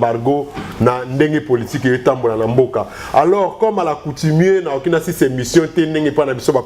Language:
Lingala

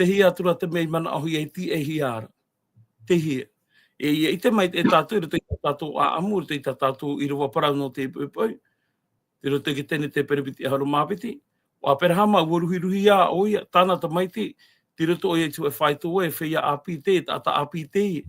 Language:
Tahitian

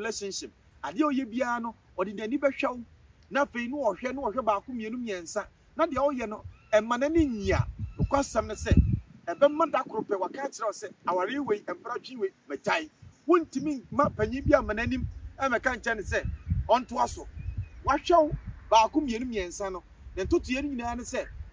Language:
Akan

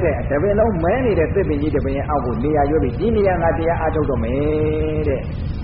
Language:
Burmese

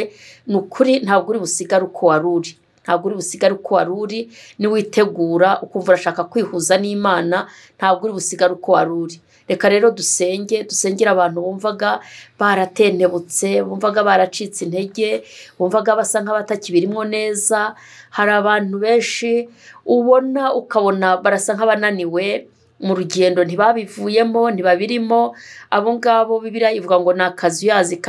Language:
Kinyarwanda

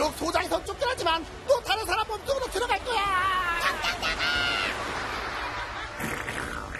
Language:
Korean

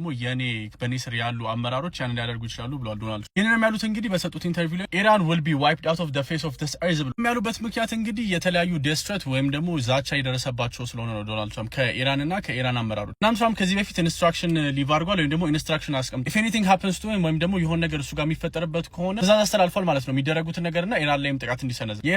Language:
Amharic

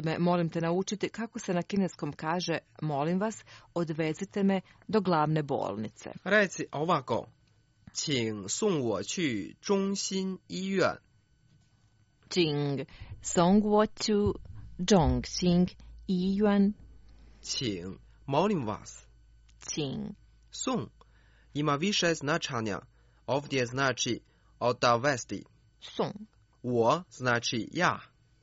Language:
Croatian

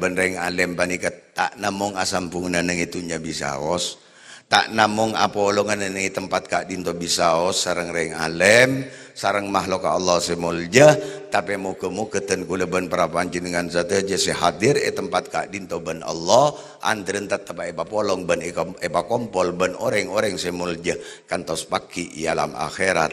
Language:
Madurese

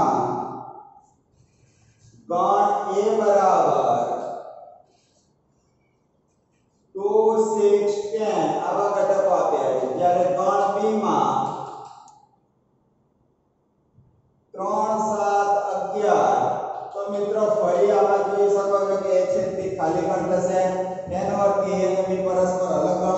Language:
Gujarati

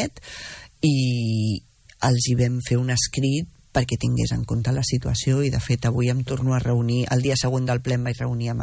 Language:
Catalan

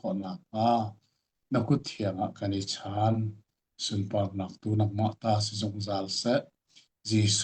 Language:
Hakha Chin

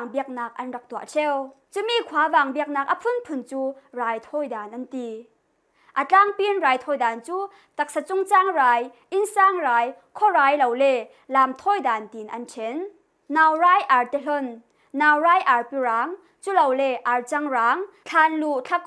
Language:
Falam Chin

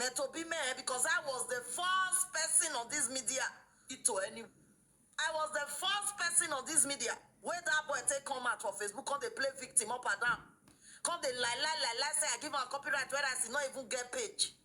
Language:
Nigerian Pidgin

